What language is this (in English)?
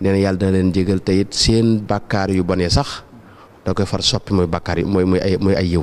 Wolof